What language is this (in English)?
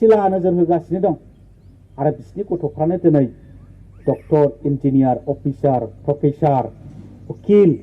Bodo